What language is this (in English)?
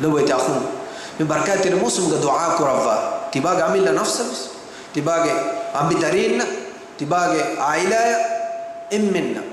Divehi